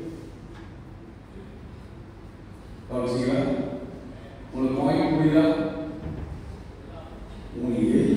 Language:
Tamil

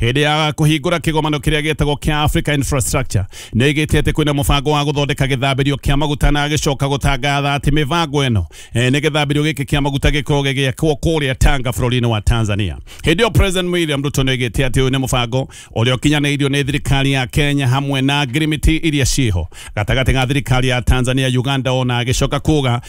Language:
Kikuyu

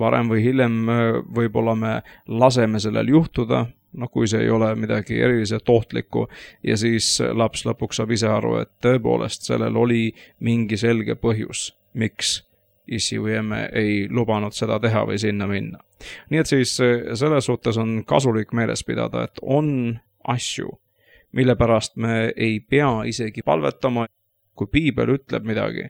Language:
Estonian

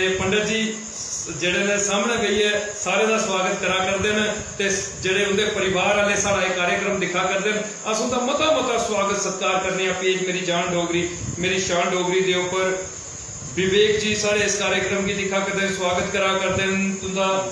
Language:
Dogri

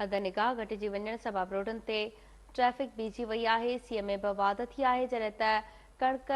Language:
Sindhi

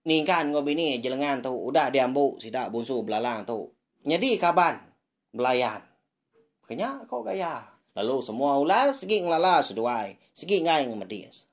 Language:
Iban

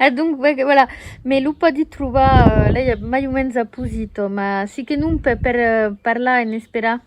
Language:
Occitan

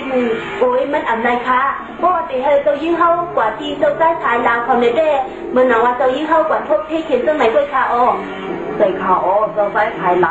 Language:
Shan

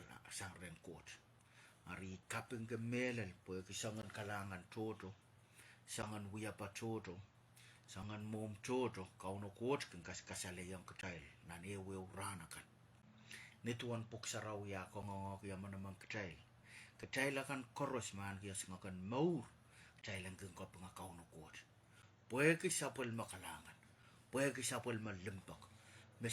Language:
Pohnpeian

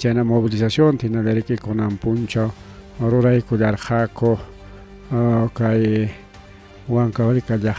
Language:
Ayacucho Quechua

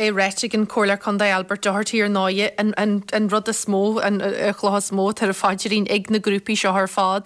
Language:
Irish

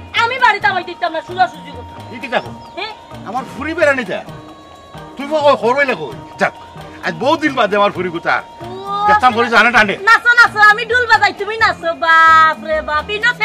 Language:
Sylheti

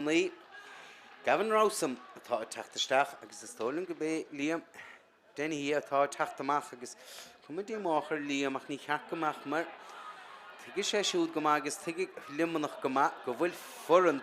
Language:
Irish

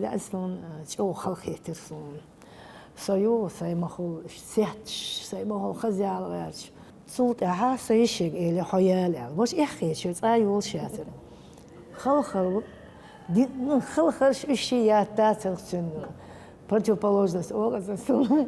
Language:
Chechen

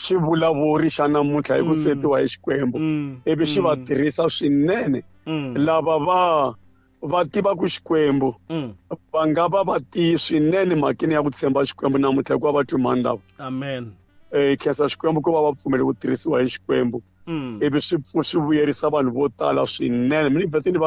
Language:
Tsonga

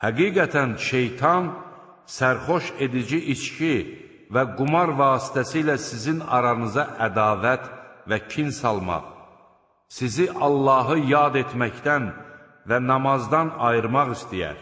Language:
Azerbaijani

